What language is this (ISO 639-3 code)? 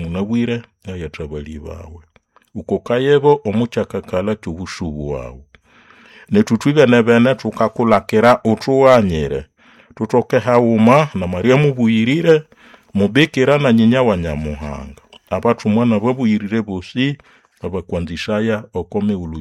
nnb